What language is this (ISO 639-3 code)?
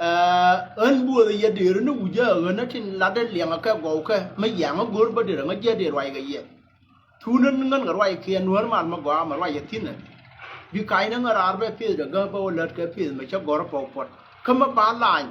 nus